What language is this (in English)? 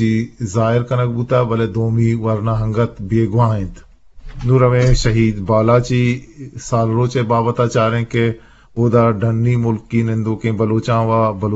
Eastern Balochi